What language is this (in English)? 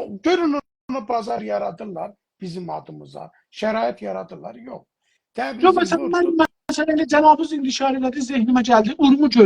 South Azerbaijani